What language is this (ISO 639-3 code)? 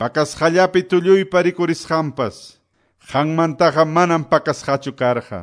que